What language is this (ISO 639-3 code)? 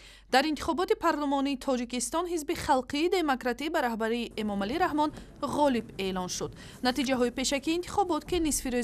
tgk